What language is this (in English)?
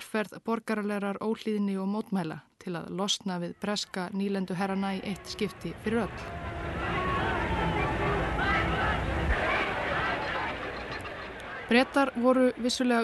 Icelandic